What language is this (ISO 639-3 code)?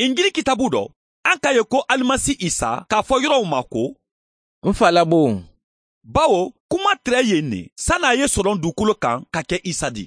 bam